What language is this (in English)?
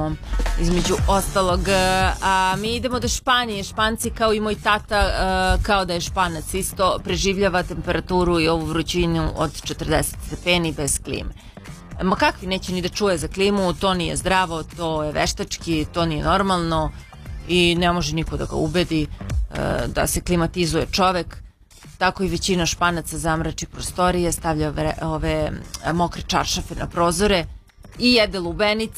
Serbian